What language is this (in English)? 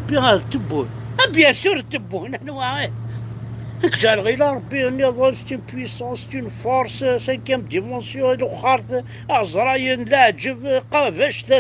Kabyle